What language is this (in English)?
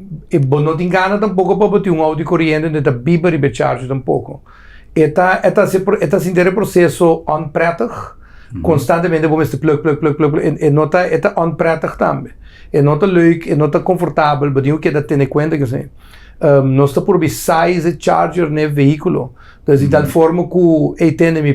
Papiamento